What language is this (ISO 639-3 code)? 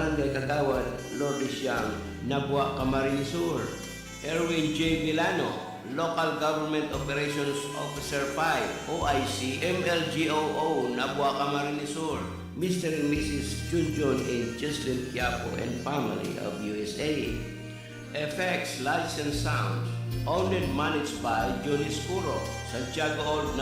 bik